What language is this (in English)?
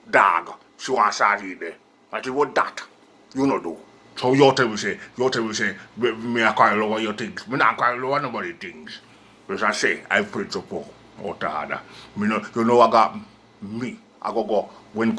Jamaican Creole English